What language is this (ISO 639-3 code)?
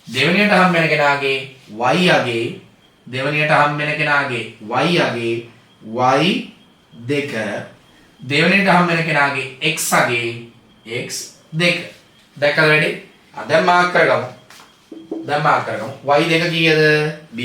sin